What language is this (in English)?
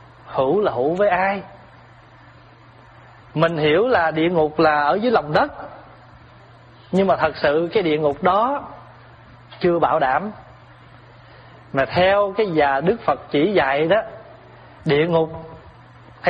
Vietnamese